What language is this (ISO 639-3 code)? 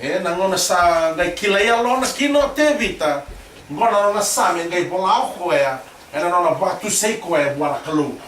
fij